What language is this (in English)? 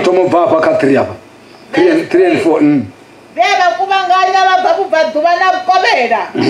Venda